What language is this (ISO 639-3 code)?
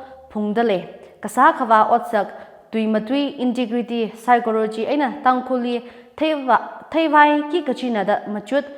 nmf